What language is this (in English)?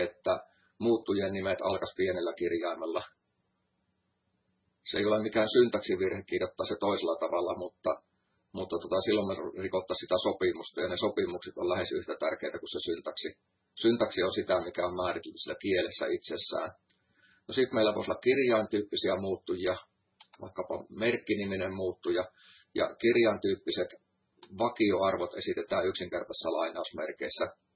Finnish